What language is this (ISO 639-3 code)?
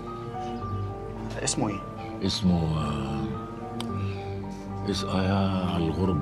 arz